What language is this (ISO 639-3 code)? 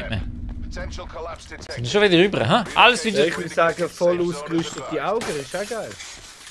gsw